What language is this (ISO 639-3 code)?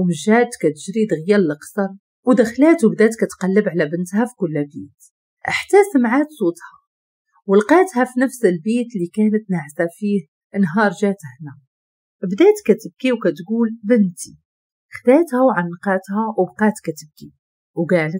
ary